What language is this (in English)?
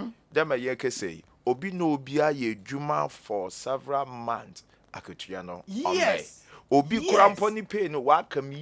Akan